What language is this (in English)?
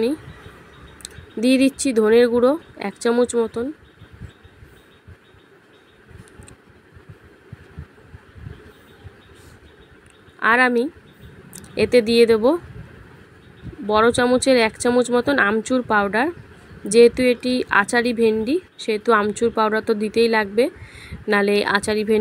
Bangla